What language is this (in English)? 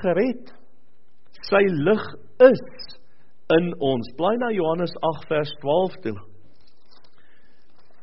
Afrikaans